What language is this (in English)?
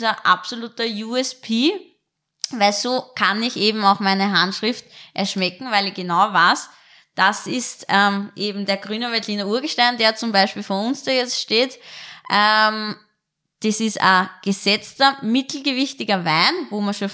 German